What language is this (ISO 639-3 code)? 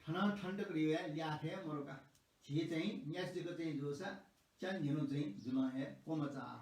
new